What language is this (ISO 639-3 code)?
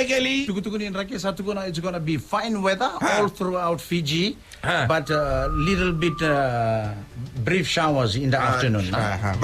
fij